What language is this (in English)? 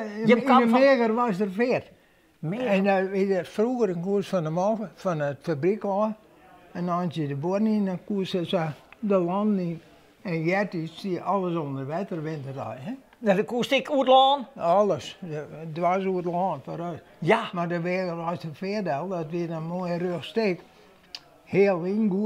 Western Frisian